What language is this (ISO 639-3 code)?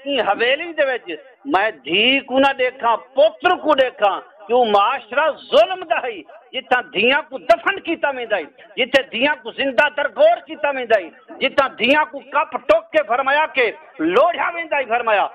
skr